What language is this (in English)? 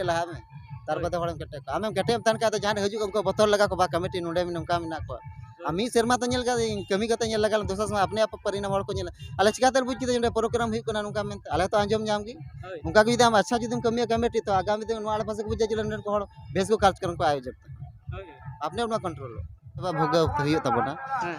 Santali